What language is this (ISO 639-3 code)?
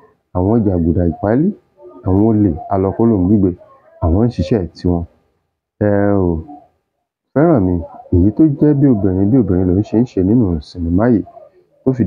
yor